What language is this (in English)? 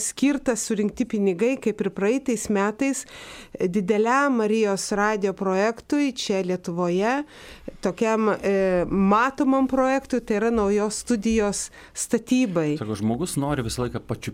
Lithuanian